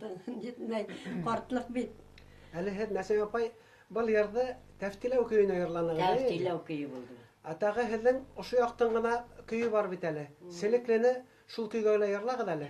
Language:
Bashkir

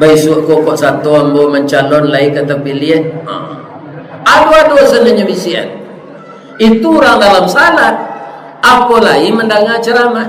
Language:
Minangkabau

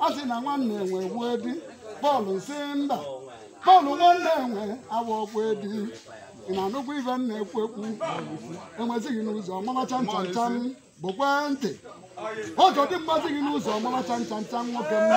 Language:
Igbo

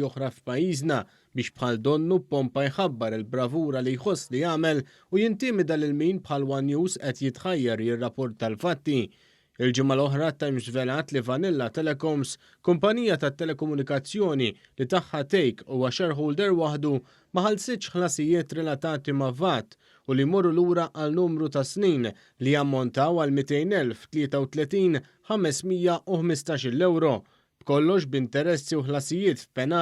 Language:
Maltese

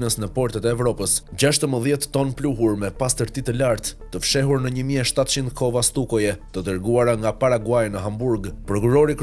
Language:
Albanian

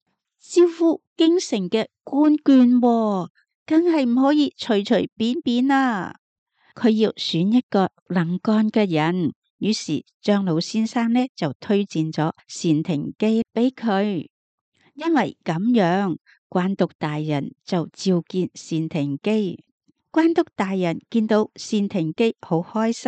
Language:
Cantonese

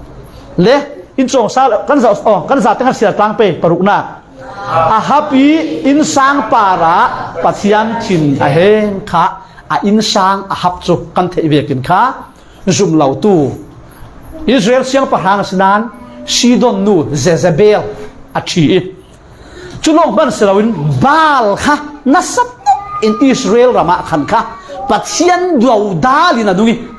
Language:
Falam Chin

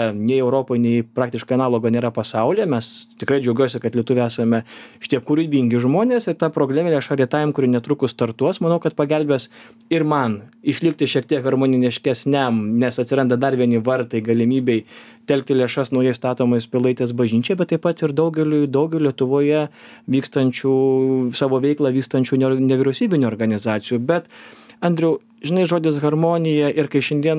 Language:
Lithuanian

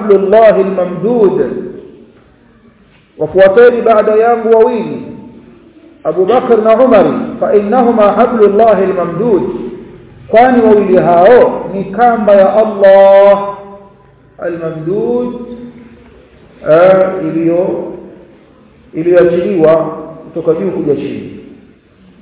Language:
Swahili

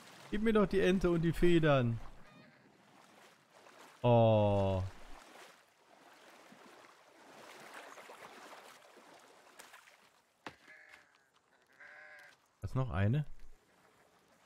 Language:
German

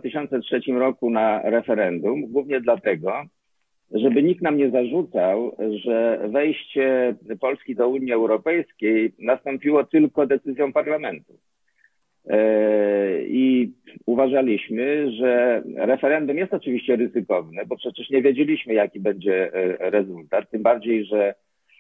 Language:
Polish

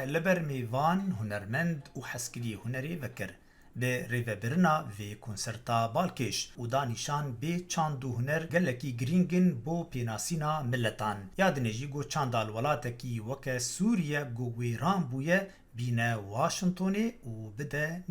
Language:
Kurdish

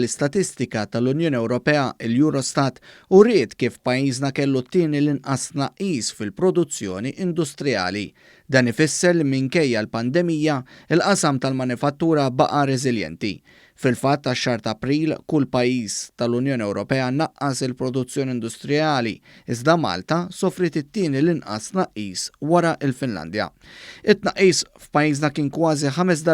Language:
Maltese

